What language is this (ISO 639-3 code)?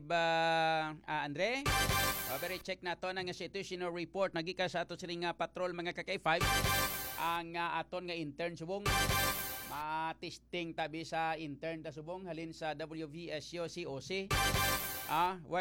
hil